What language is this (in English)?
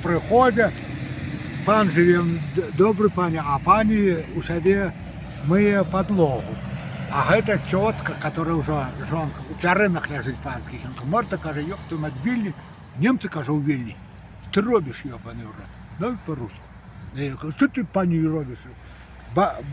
Belarusian